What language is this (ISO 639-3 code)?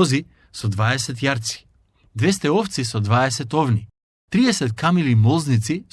mkd